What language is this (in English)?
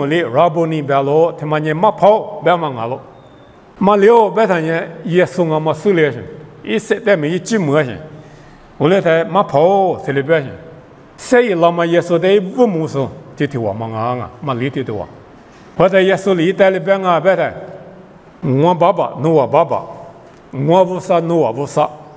Lisu